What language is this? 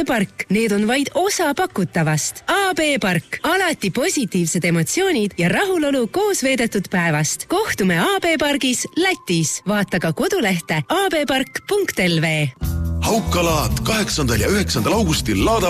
Estonian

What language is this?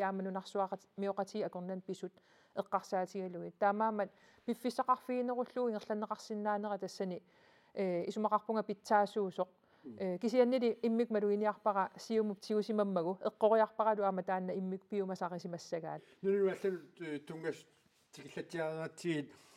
Kalaallisut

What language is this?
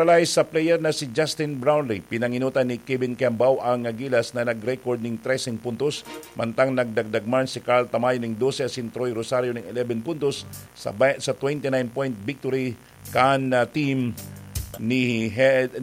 Bikol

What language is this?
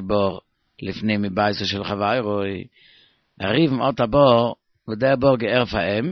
Yiddish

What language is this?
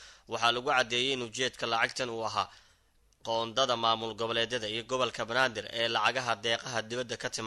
Somali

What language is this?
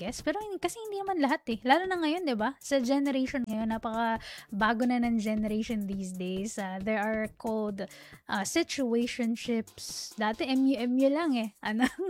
Filipino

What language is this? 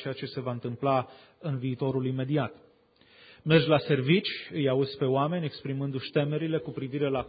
Romanian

